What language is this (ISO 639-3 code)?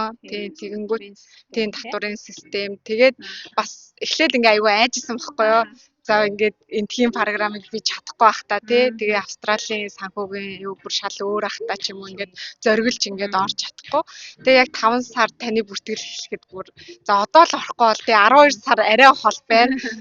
mon